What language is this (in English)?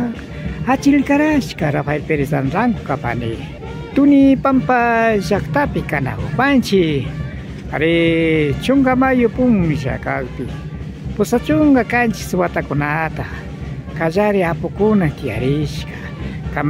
Imbabura Highland Quichua